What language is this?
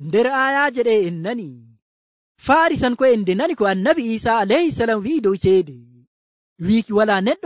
Nigerian Fulfulde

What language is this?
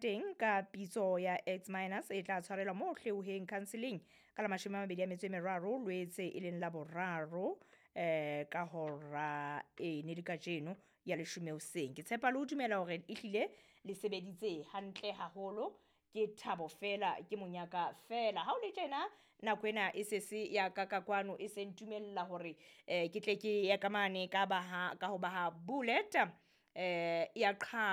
Southern Sotho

